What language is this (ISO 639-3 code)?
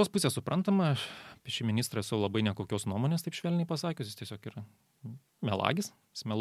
lit